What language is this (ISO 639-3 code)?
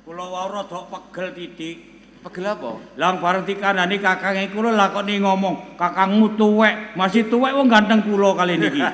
jav